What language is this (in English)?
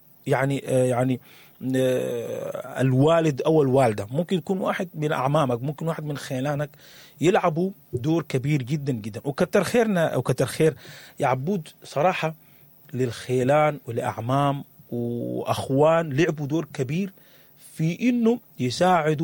Sudanese Arabic